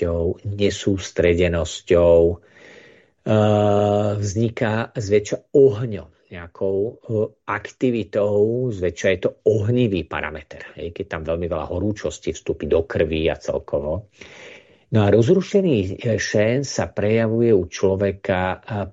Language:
Slovak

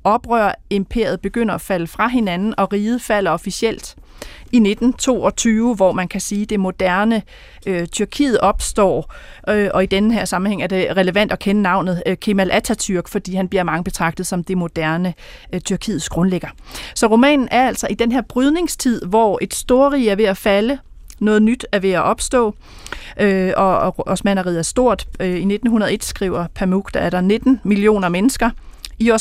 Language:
Danish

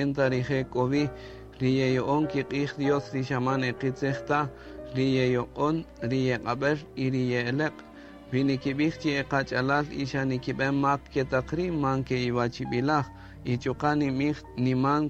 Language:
Kaqchikel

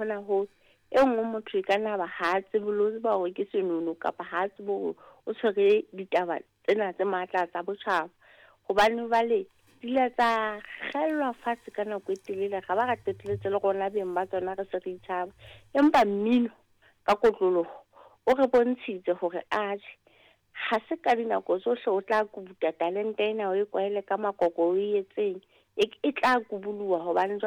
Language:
Southern Sotho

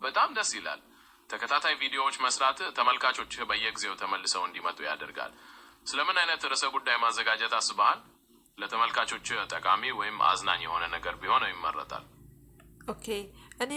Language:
Amharic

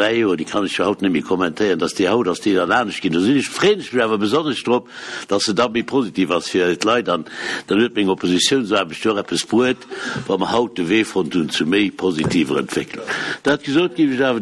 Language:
Luxembourgish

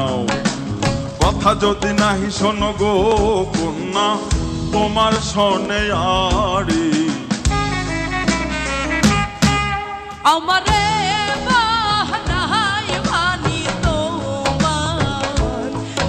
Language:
Bangla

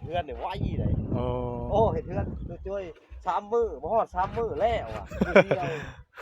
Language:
Northeastern Thai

